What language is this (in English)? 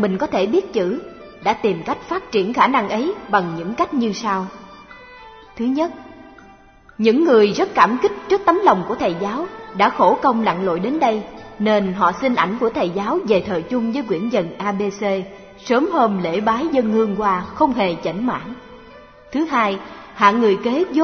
Vietnamese